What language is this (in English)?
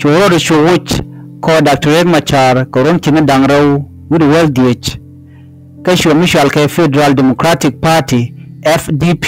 Nuer